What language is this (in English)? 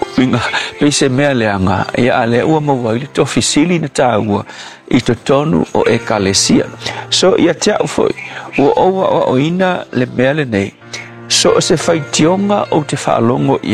Samoan